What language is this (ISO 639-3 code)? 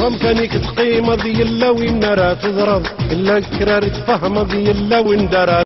kab